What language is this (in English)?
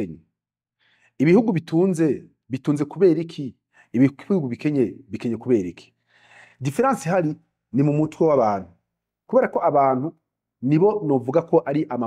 Rundi